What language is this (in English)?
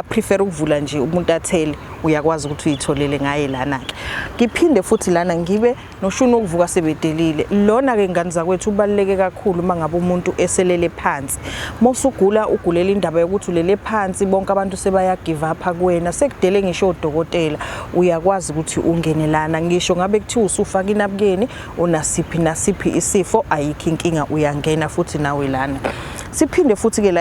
Zulu